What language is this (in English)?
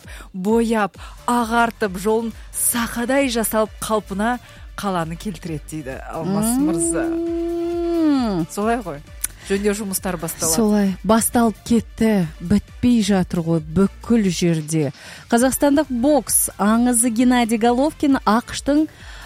Kazakh